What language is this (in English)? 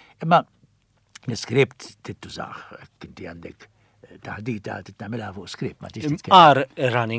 Maltese